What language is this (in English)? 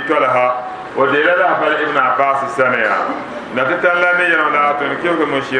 Dagbani